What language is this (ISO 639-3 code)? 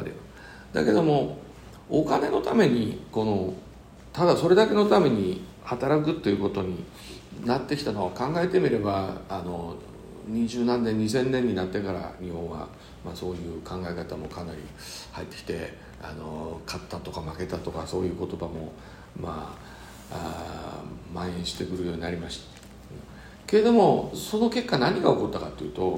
jpn